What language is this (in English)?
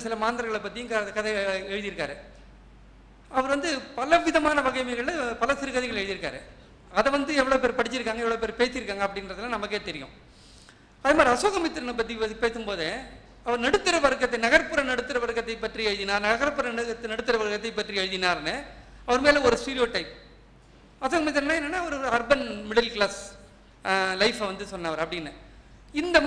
Tamil